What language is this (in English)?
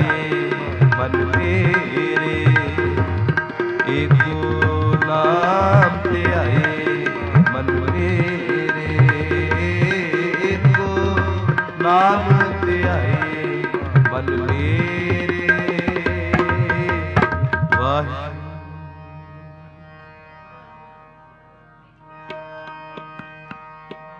Punjabi